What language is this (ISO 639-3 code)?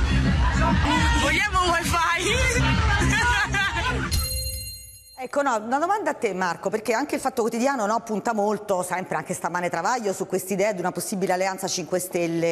ita